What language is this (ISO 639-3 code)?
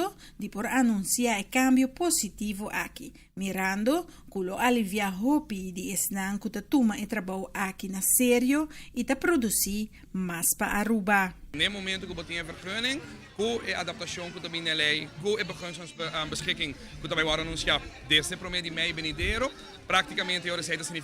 pap